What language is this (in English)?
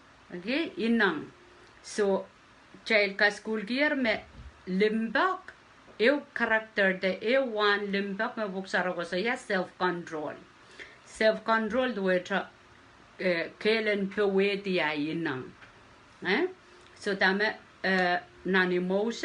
Pohnpeian